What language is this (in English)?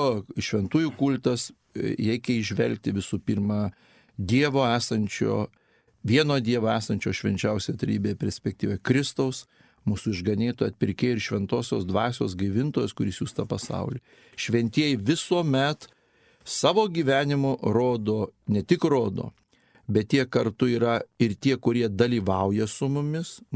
Lithuanian